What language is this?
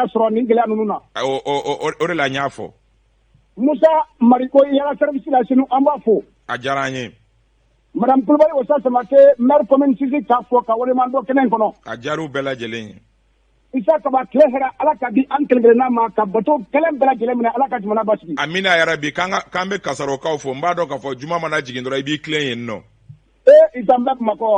Bambara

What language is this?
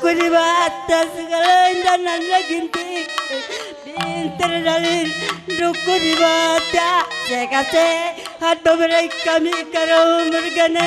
Batak Karo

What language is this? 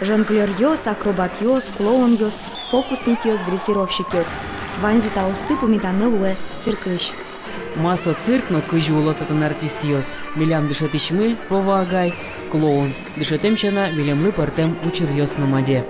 Udmurt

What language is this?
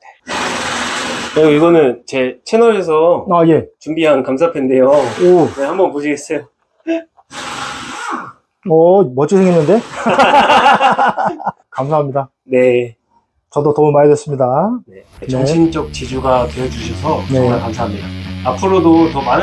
Korean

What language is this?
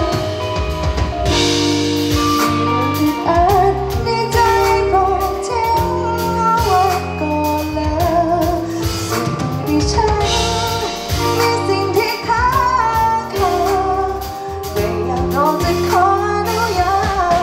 Thai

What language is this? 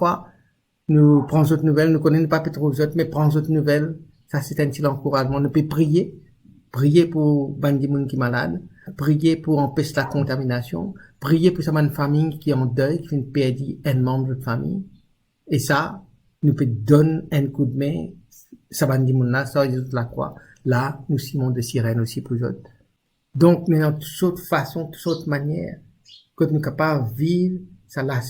Morisyen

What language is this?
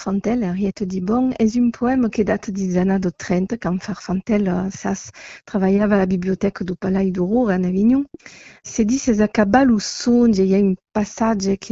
Occitan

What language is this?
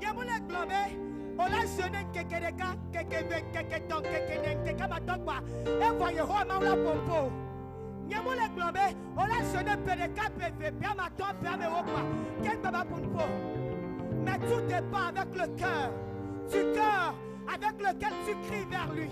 Ewe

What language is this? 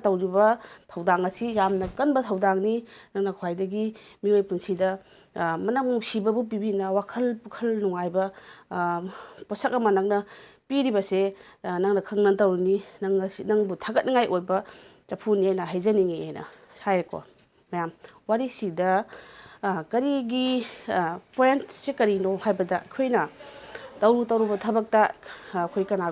Manipuri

